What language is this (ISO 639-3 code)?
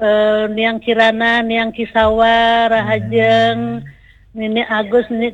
ban